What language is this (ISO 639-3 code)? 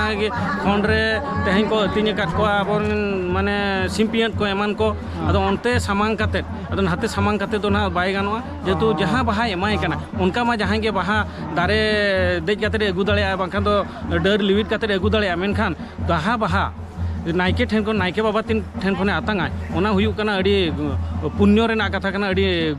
sat